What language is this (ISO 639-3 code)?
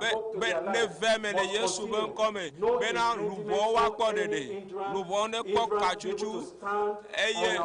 ewe